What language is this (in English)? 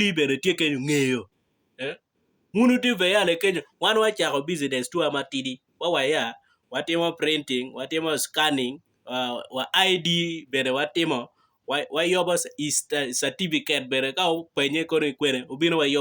Acoli